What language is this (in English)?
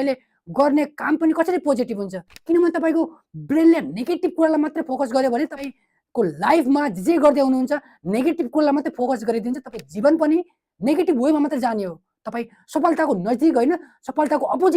Nepali